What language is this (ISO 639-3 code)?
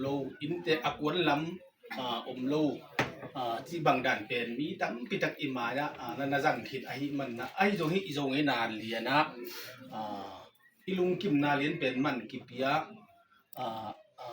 ctd